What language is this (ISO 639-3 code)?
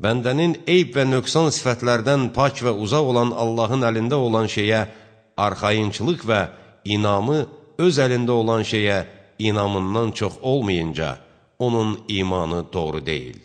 aze